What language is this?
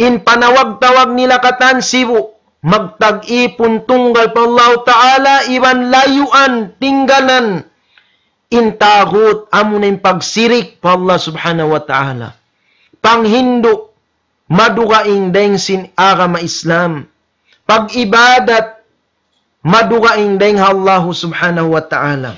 Tausug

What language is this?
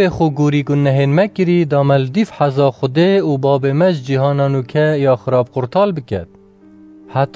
Kurdish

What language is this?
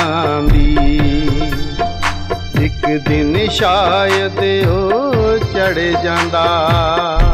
Punjabi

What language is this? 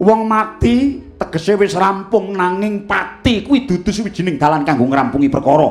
Javanese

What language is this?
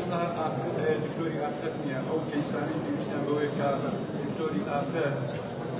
Central Kurdish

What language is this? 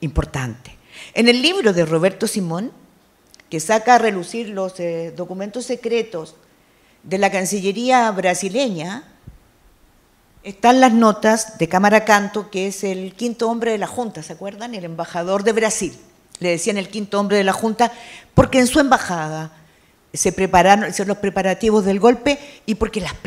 Spanish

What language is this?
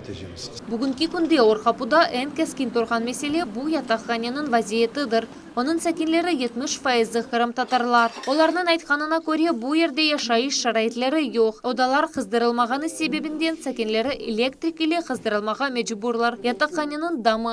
Crimean Tatar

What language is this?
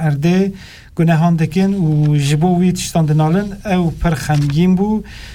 Kurdish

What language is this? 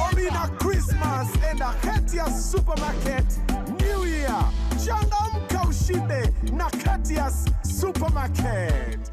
Meru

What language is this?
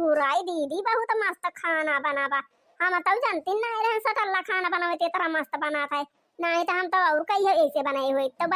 Awadhi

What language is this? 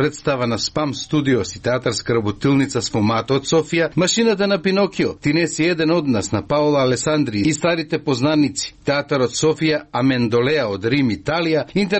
Macedonian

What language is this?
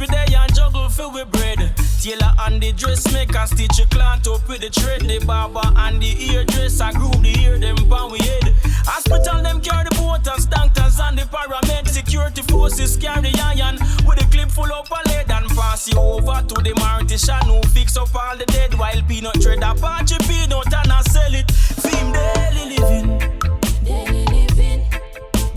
Jamaican Creole English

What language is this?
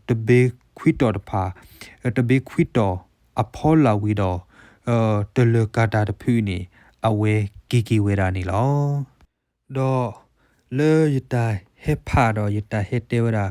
S'gaw Karen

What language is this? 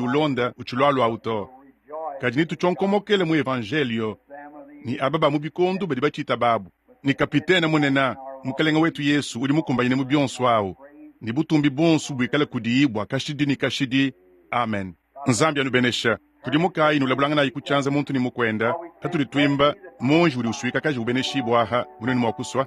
Luba-Lulua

